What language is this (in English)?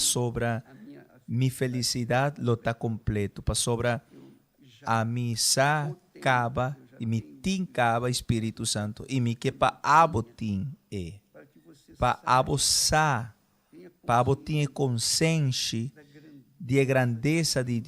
Papiamento